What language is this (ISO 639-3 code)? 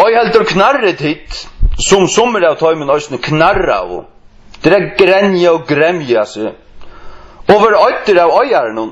fao